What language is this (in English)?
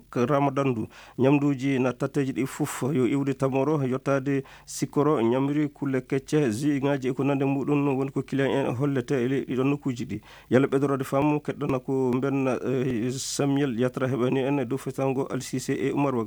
Fula